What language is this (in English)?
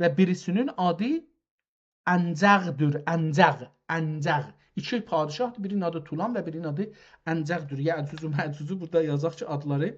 South Azerbaijani